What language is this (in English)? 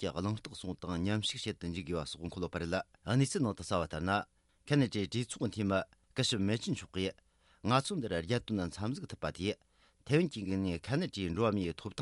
Tibetan